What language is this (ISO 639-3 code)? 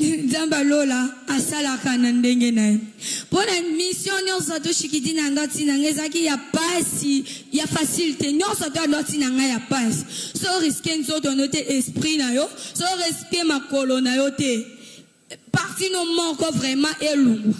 lin